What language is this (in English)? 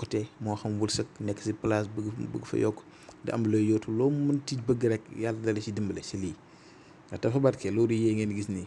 Wolof